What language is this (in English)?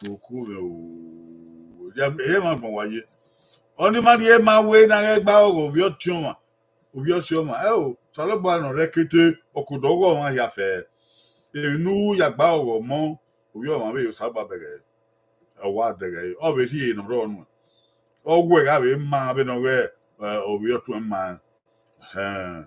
Bini